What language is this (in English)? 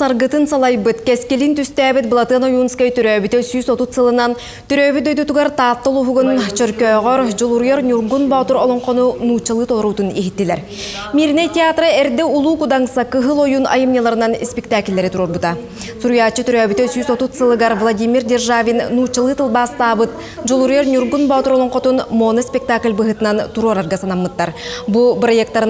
Yakut